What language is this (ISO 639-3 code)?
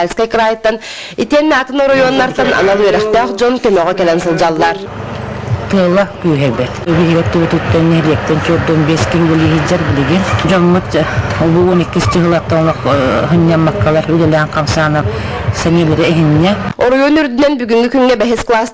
sah